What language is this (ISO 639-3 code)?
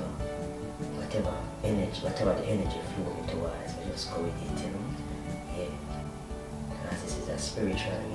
jam